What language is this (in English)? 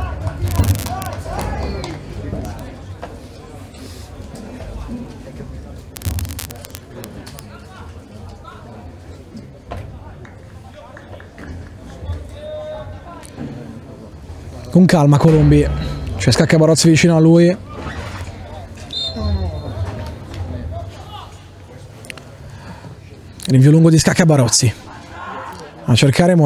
Italian